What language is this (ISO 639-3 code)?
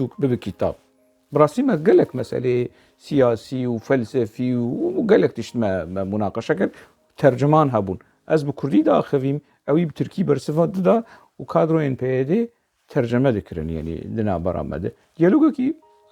kur